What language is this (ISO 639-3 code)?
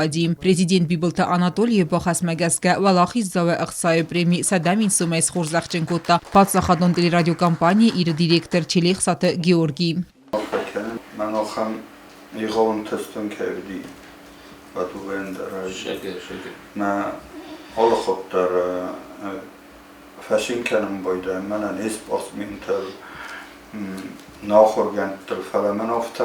oss